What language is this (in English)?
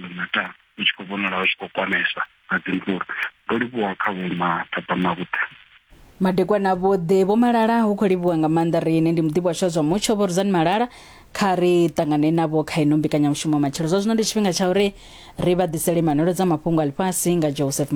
Venda